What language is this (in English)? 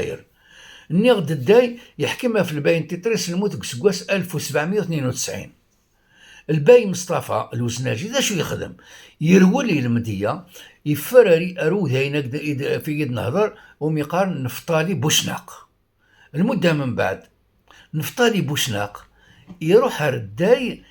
Kabyle